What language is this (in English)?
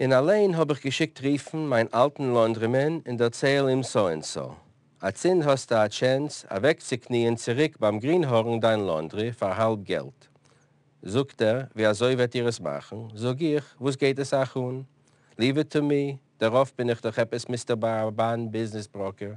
Yiddish